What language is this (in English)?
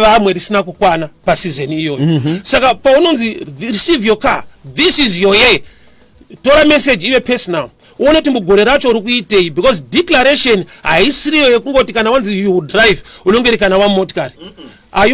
Shona